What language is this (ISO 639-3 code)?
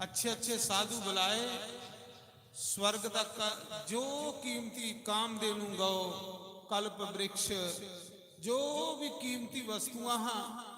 doi